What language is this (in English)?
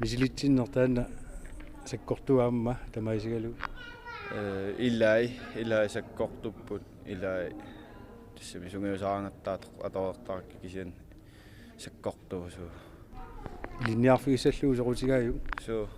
Kalaallisut